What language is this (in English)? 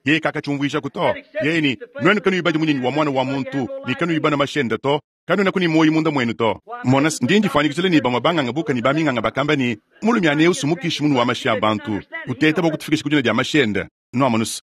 Luba-Lulua